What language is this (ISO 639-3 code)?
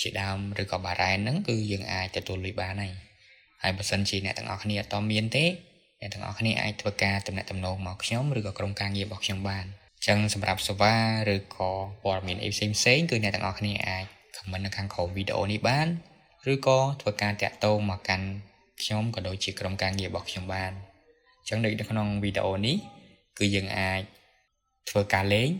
khm